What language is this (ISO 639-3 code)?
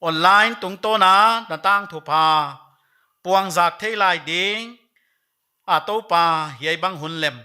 pck